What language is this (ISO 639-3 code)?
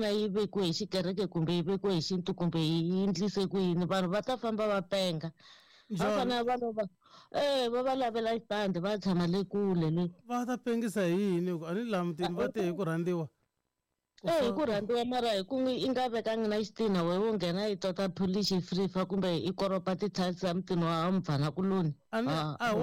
tso